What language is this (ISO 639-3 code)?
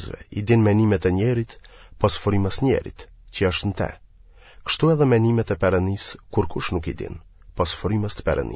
sqi